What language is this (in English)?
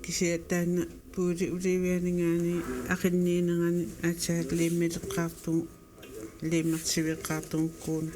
Kalaallisut